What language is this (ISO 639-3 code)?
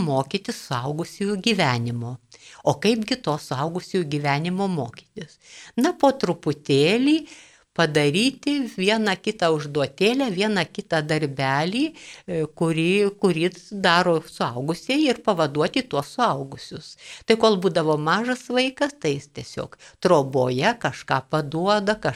lit